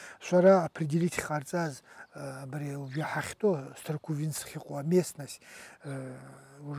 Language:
Abkhazian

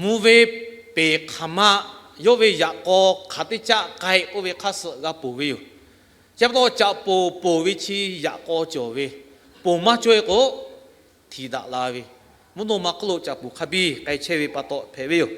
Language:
Lahu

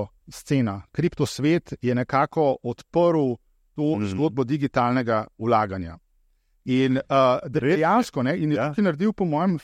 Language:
Slovenian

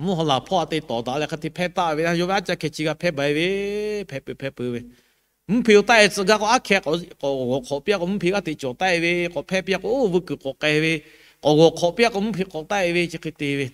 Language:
Lahu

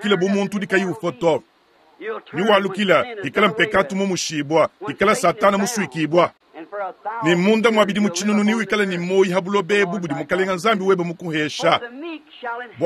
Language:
Luba-Lulua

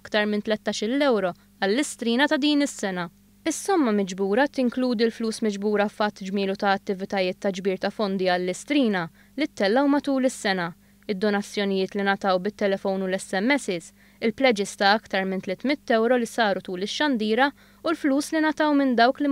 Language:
Maltese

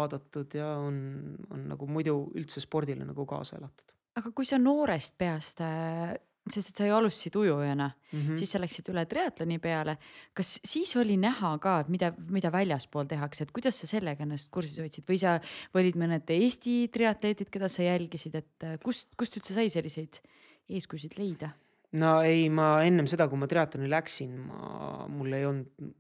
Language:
Estonian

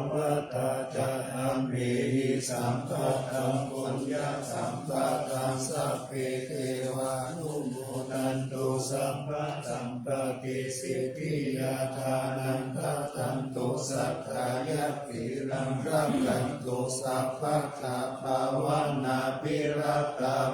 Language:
Pali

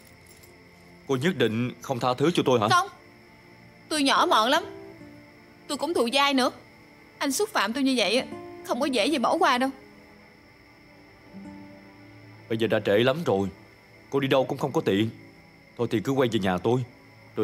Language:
Vietnamese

